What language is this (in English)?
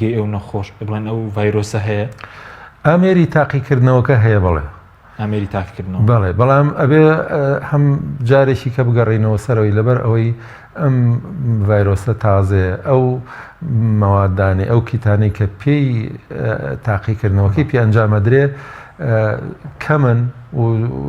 Central Kurdish